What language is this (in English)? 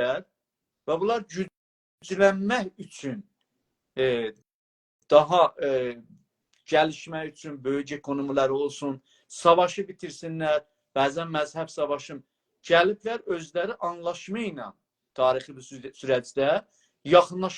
South Azerbaijani